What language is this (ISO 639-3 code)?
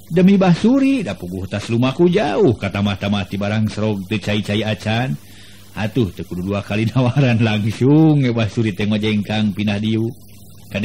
sun